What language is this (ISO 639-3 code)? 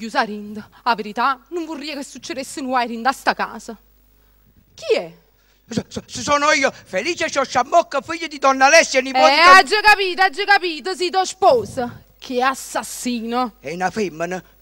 nap